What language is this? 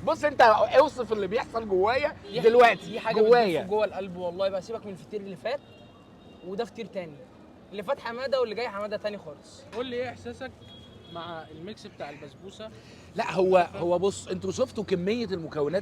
Egyptian Arabic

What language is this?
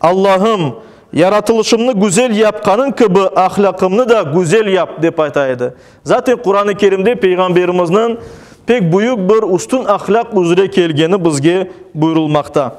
Crimean Tatar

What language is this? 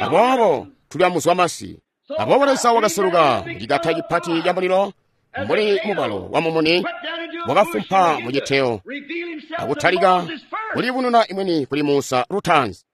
Tonga (Zambia)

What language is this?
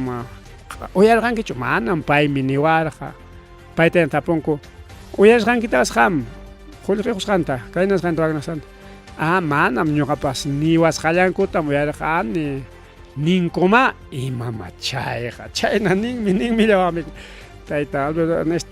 Ayacucho Quechua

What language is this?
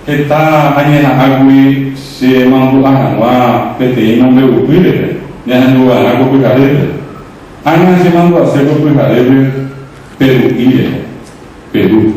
Guarani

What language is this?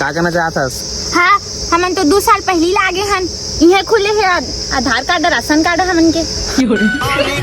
Chhattisgarhi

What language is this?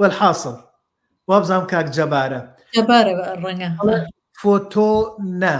Central Kurdish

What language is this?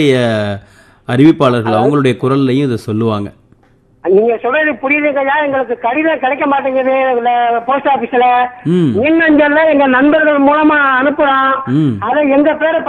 Tamil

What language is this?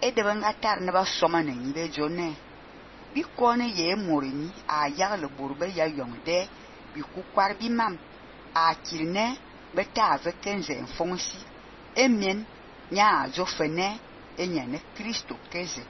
Fang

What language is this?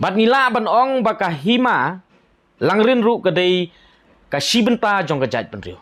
Khasi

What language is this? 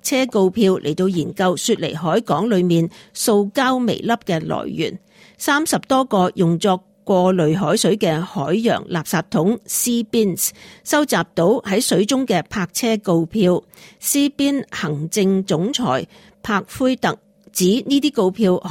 Cantonese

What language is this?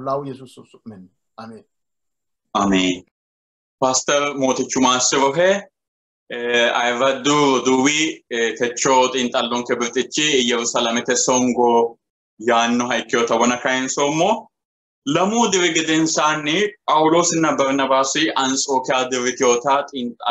Sidamo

